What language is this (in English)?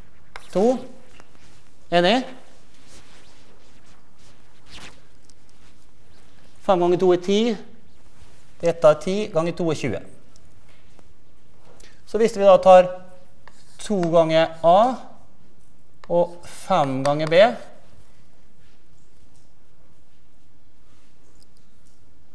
Norwegian